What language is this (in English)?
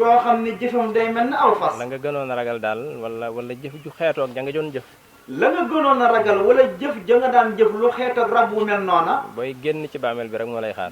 Wolof